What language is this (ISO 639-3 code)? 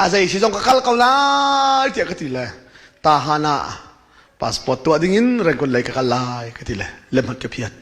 cnh